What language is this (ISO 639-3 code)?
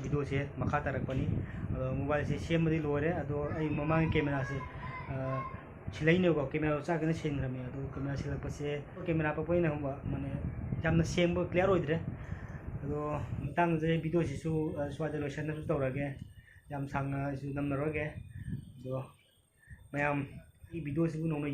mni